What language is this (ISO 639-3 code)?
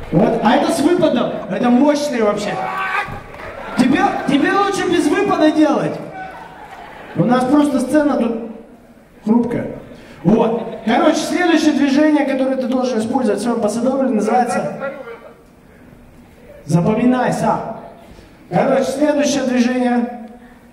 rus